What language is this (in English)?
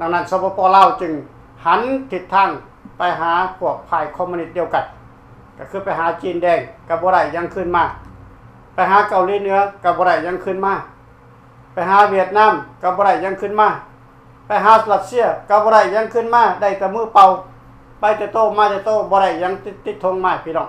Lao